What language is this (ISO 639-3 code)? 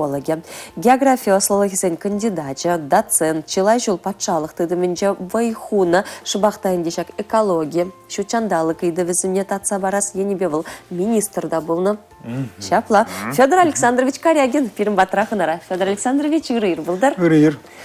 chv